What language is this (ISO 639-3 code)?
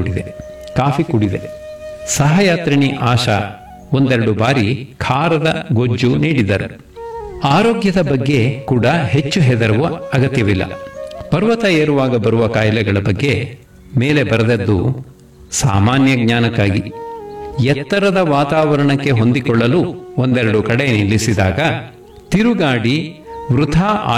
kan